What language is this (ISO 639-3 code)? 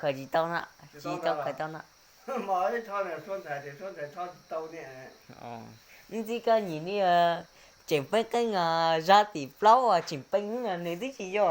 hmn